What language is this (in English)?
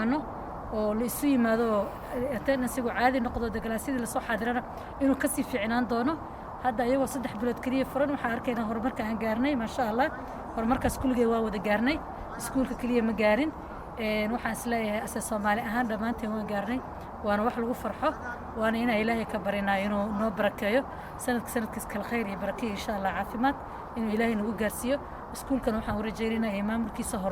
Somali